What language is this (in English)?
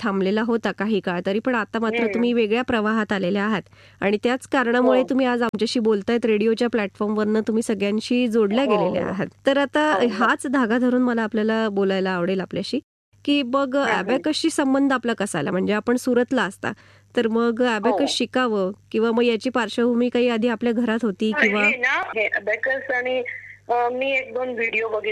Marathi